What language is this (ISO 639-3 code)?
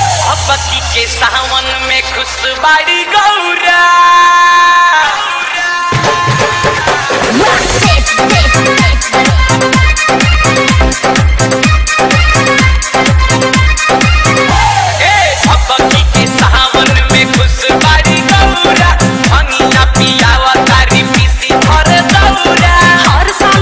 bho